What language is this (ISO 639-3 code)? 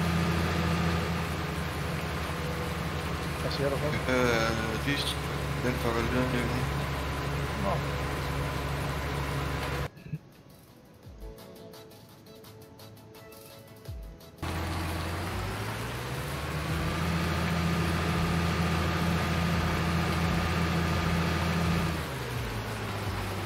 dan